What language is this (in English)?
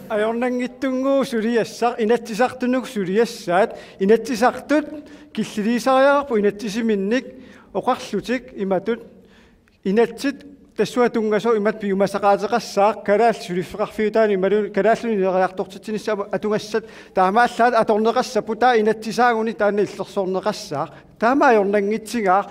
Kalaallisut